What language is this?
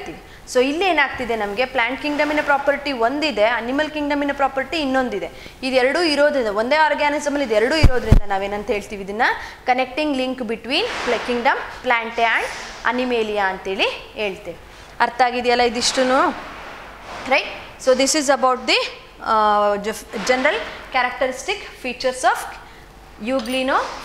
Kannada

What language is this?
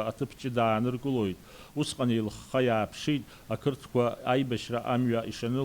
Abkhazian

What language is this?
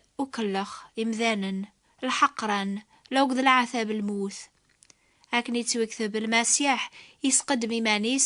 Kabyle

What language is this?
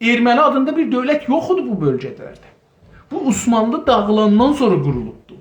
South Azerbaijani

